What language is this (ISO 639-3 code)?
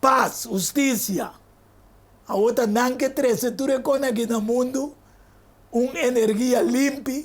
pap